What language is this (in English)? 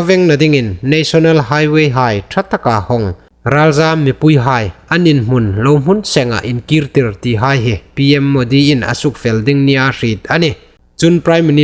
Hmar